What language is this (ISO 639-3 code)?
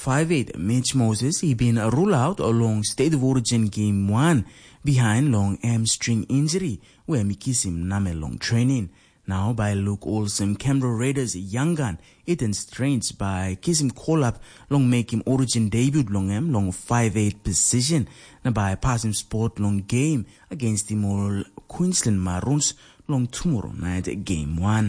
tpi